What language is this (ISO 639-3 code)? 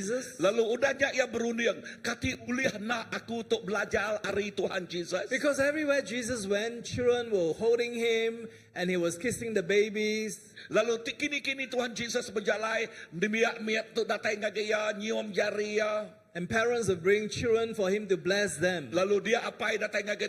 iba